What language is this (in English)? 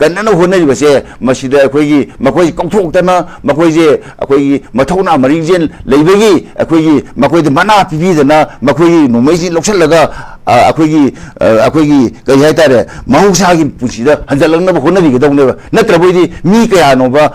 Manipuri